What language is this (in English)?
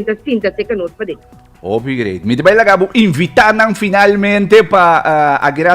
Papiamento